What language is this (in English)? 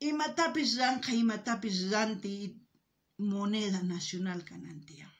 South Bolivian Quechua